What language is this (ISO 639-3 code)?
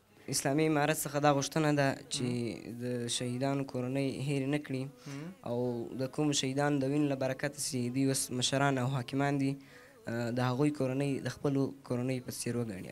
pus